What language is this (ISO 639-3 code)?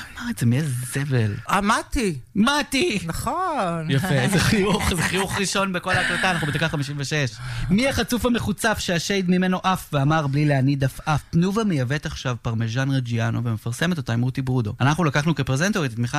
heb